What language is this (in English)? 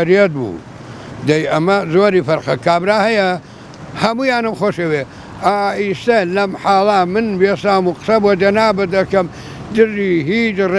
Central Kurdish